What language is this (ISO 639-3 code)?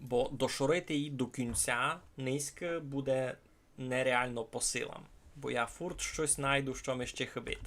rue